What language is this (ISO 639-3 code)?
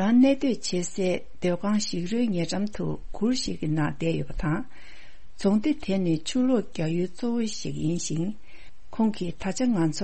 bod